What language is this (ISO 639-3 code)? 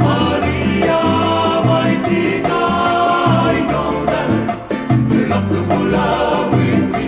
haw